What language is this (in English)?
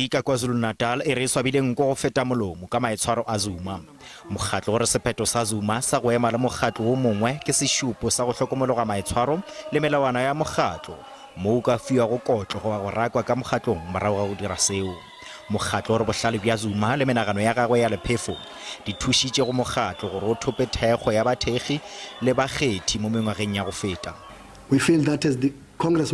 Northern Sotho